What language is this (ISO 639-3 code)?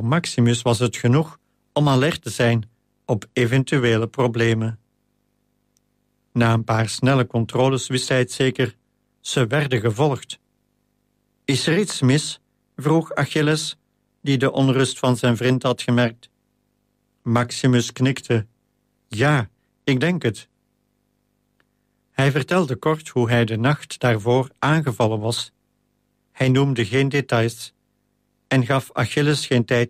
nld